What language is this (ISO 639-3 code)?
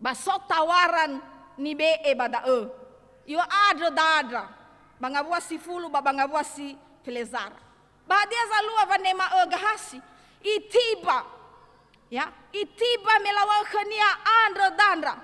nia